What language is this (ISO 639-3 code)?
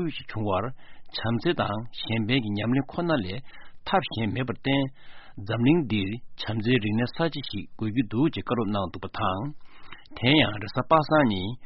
bod